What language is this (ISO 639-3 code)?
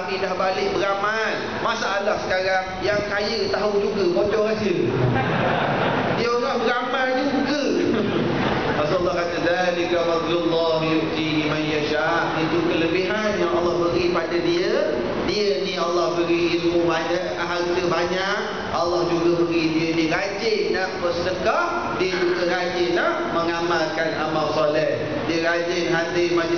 msa